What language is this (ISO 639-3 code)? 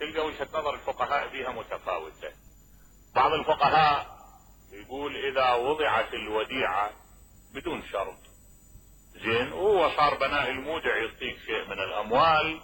acm